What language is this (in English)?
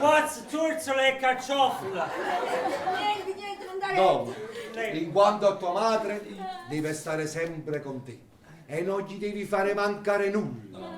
Neapolitan